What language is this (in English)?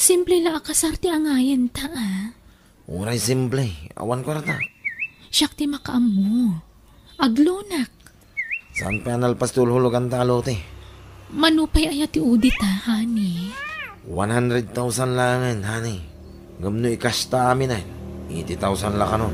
Iloko